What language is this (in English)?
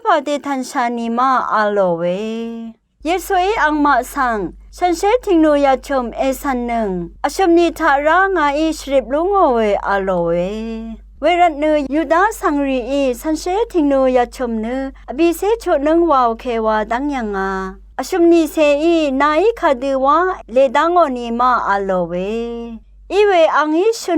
Rawang